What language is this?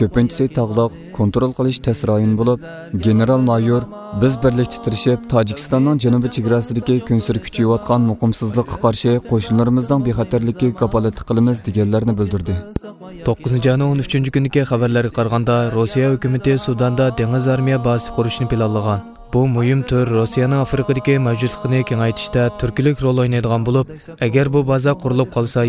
Uyghur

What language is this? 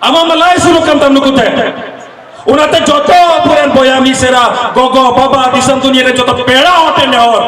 Santali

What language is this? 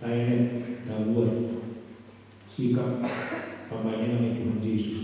Batak Toba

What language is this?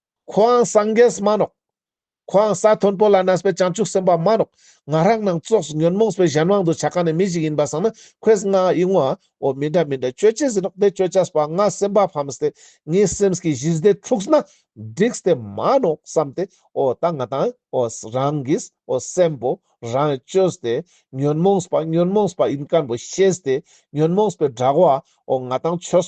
Ladakhi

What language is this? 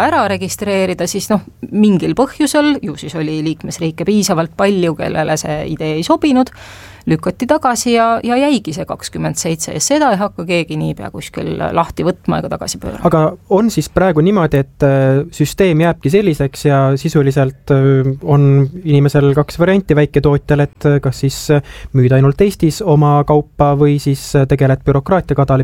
Estonian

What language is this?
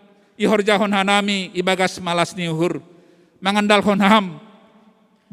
Batak Simalungun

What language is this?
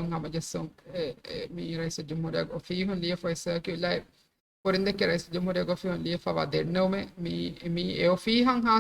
Divehi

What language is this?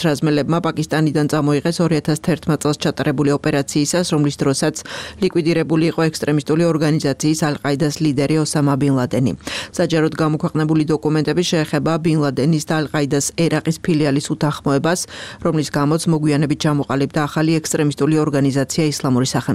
Georgian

